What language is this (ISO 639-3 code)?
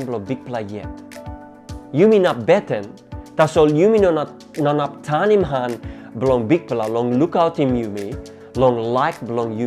tpi